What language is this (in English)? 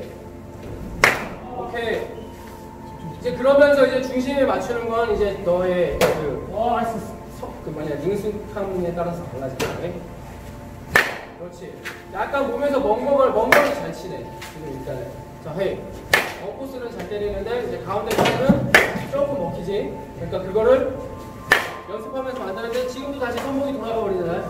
Korean